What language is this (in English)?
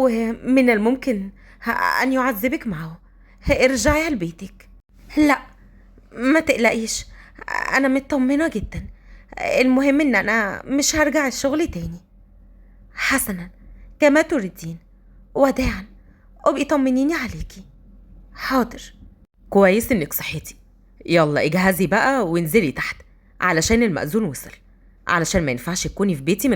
Egyptian Arabic